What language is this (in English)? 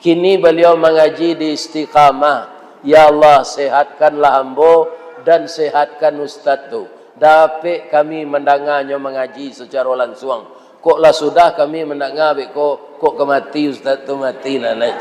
Minangkabau